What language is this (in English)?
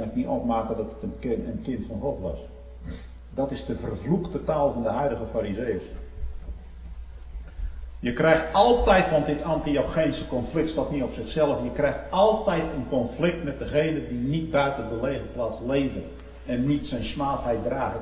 Dutch